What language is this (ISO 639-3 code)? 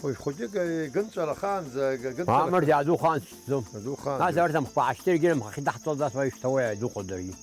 abk